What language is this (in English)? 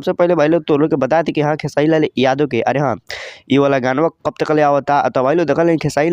Bhojpuri